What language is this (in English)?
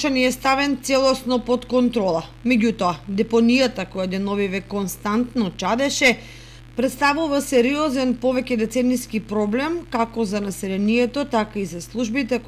Macedonian